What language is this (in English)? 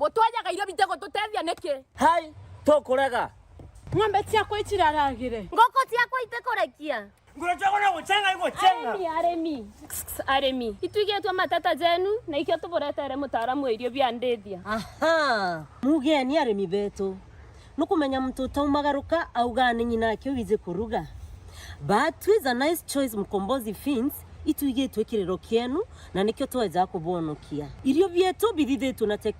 Meru